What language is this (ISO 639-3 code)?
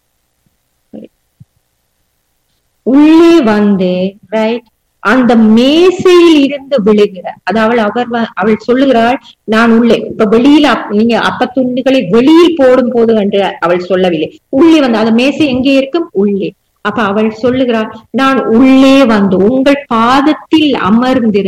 tam